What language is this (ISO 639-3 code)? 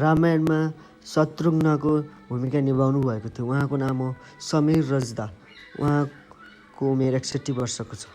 nep